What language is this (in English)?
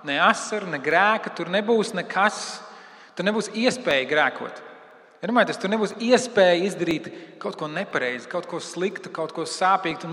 Latvian